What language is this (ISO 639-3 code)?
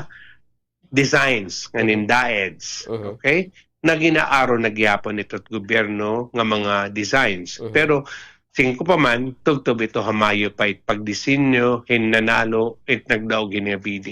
war